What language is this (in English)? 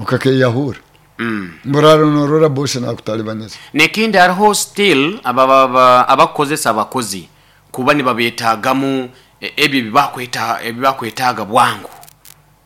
Nyoro